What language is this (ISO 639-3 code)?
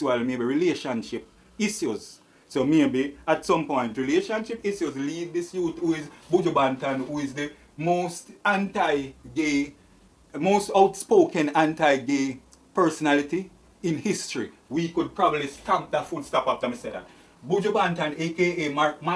jam